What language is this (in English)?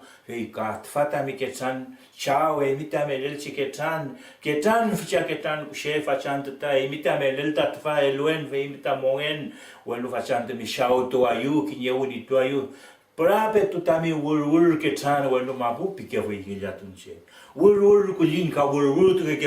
Mapuche